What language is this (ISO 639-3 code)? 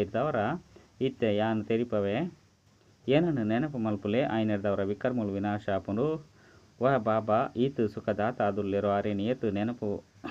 tcy